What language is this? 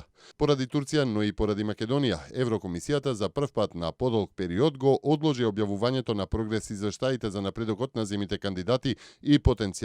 Macedonian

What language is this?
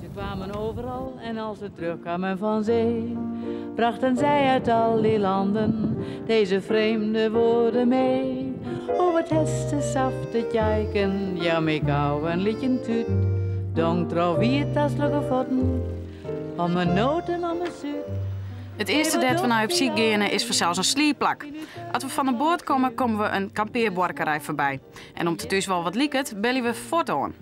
Western Frisian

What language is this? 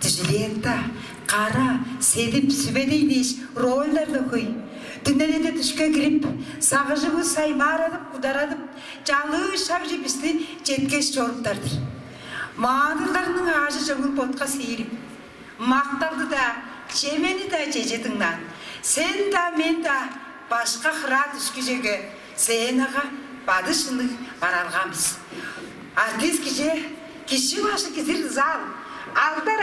Tuvinian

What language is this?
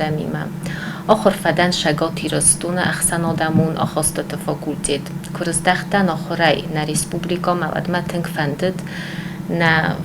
Ossetic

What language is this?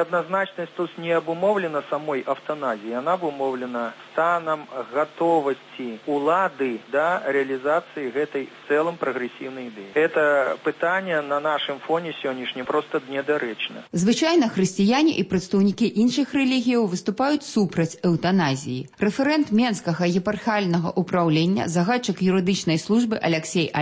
Belarusian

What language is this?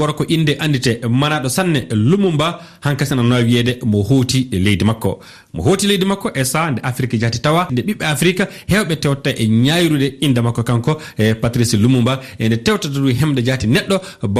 Fula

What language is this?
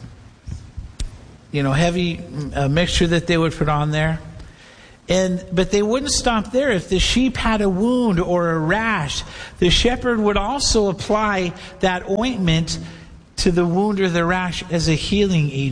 English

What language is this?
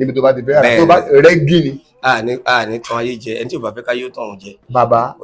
Yoruba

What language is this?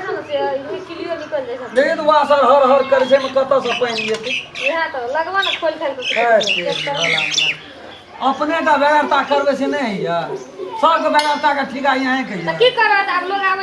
Maithili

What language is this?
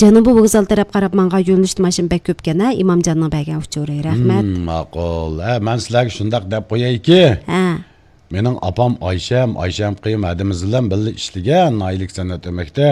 Uyghur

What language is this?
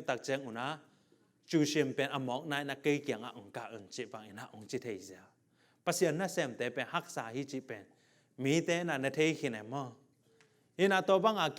Tedim Chin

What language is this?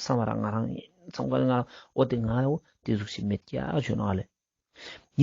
Ladakhi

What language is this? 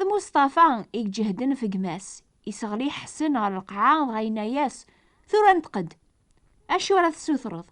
Kabyle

